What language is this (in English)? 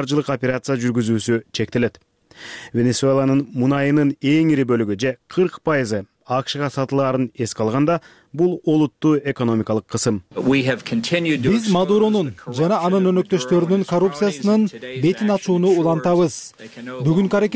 Kyrgyz